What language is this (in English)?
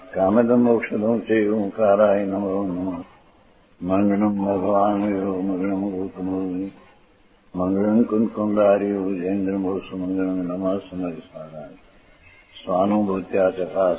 Gujarati